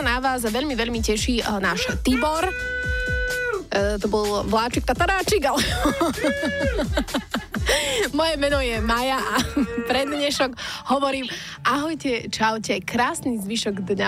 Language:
Slovak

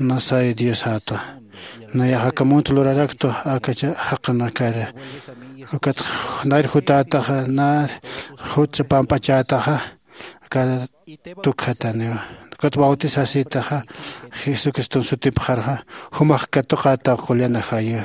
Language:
Aymara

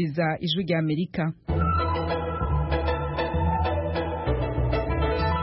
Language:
Kinyarwanda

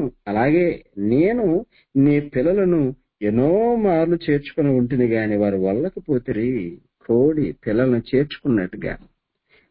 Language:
Telugu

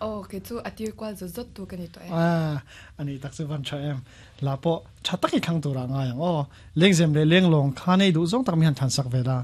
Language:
Mizo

